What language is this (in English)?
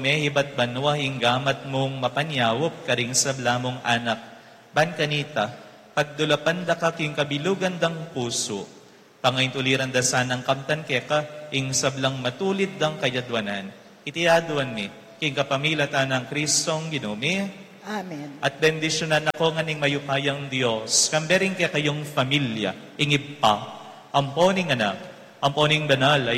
Pampanga